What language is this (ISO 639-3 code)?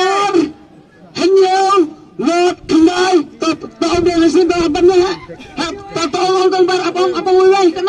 kha